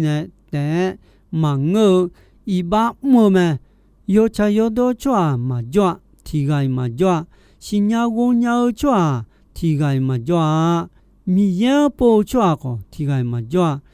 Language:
Akha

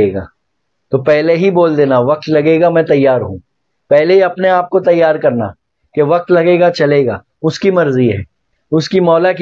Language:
Urdu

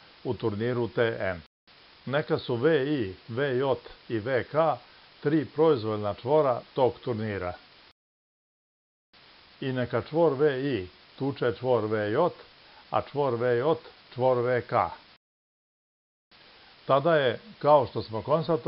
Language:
Serbian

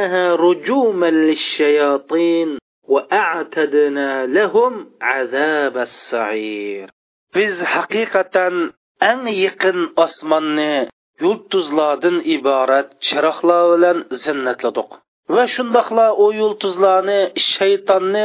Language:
Uyghur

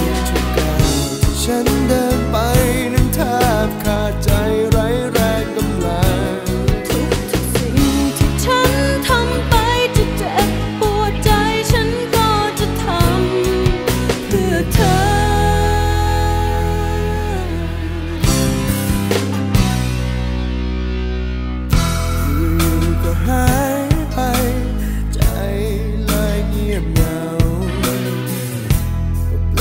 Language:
Thai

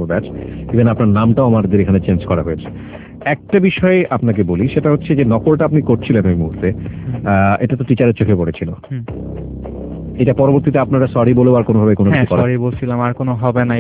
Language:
Bangla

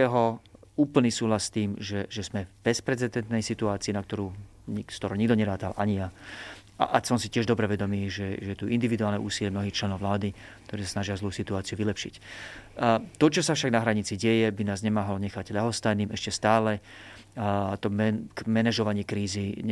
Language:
Slovak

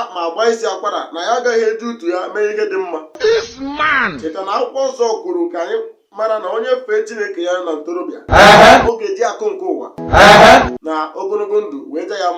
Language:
Igbo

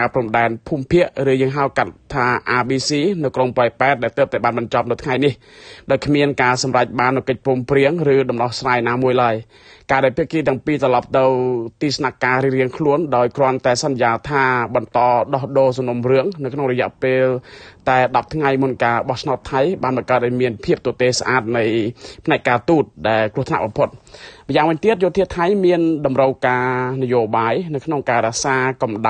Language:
Khmer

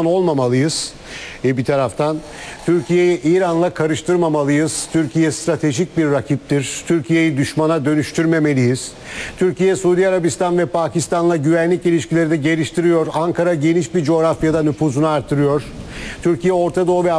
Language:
Turkish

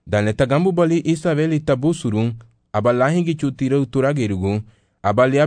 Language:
Garifuna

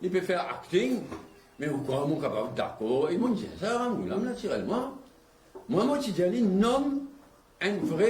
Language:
Morisyen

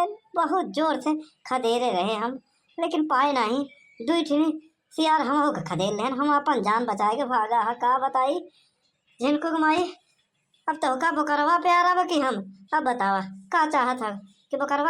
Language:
Awadhi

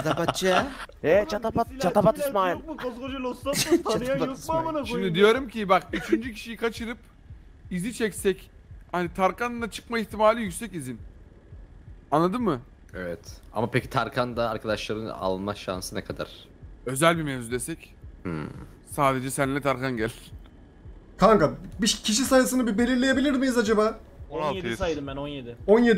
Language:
Turkish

